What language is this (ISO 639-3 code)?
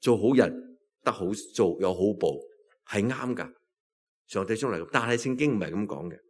yue